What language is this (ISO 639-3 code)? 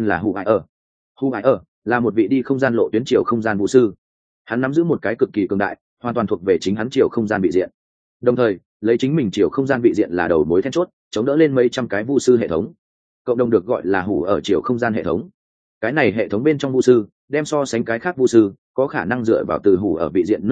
vie